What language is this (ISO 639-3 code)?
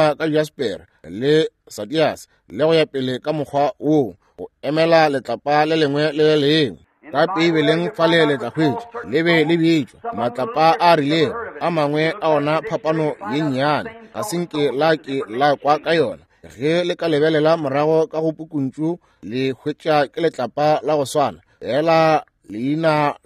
nso